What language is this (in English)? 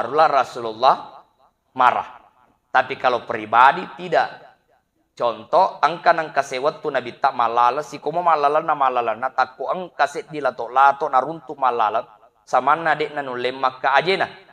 Buginese